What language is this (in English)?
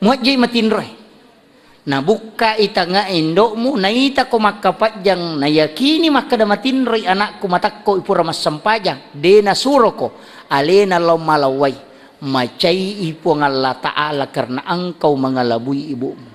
Buginese